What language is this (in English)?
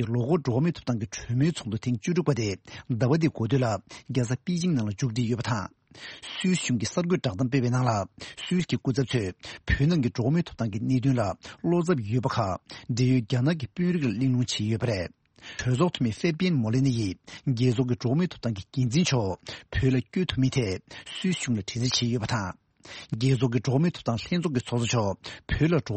Tibetan